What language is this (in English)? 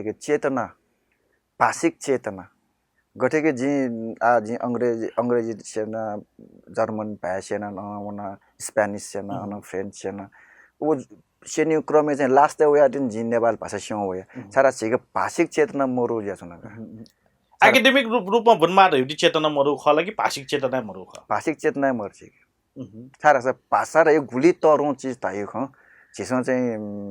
Newari